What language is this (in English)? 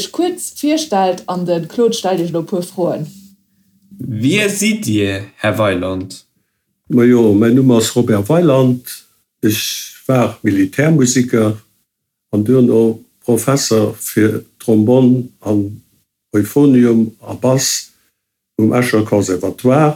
Luxembourgish